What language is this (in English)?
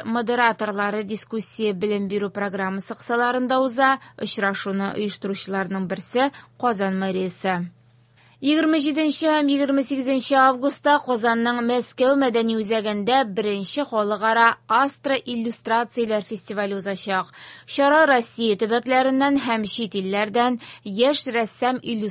Tatar